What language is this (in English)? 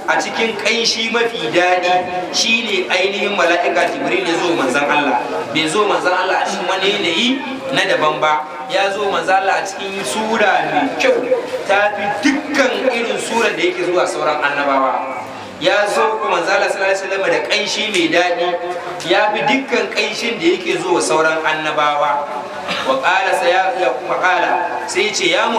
Hausa